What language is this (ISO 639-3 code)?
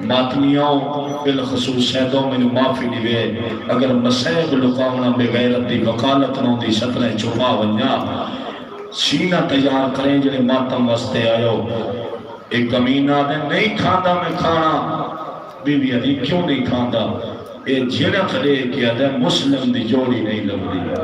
skr